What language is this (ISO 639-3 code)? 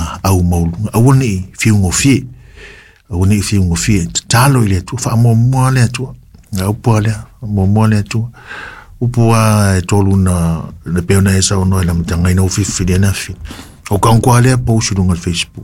smo